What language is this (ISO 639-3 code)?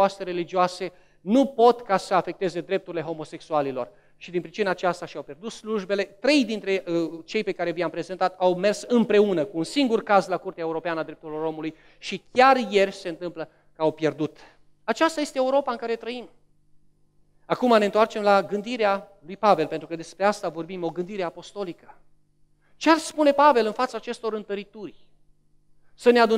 ron